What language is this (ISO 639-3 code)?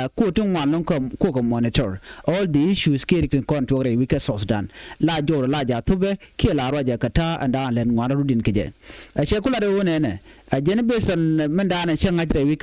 nus